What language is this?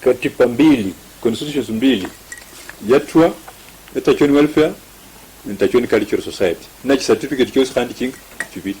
Luyia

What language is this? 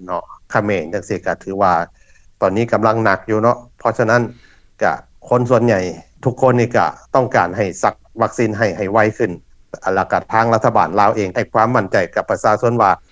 Lao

